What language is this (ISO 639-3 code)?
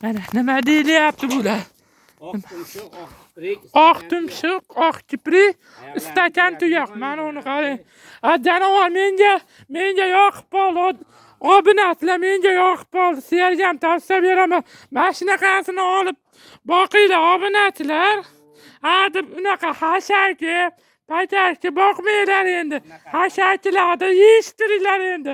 uzb